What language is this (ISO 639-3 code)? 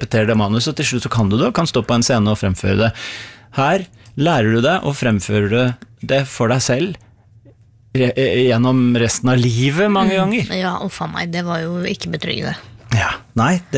nor